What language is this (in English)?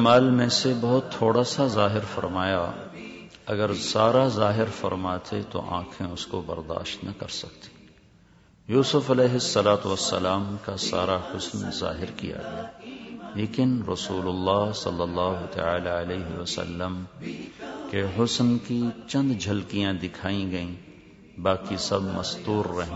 Urdu